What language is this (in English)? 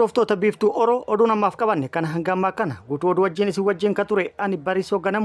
Oromo